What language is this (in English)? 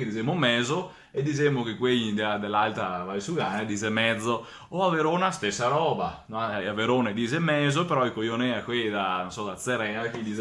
Venetian